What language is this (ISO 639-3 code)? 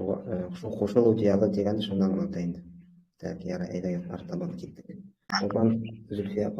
bak